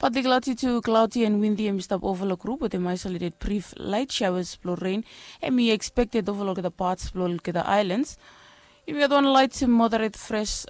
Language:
Bislama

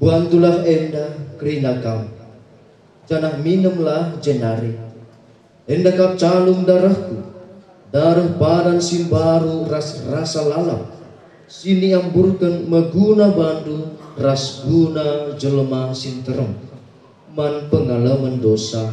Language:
Batak Karo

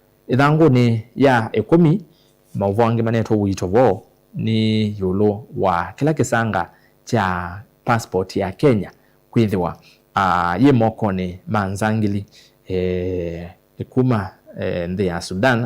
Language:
Kamba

